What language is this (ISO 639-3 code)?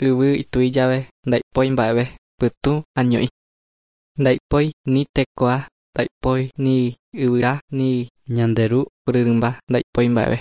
grn